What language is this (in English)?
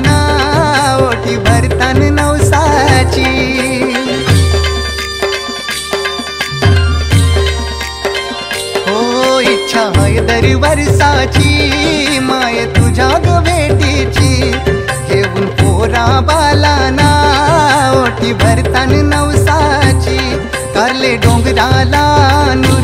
Marathi